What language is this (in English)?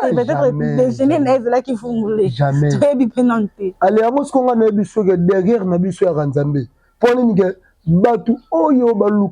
Lingala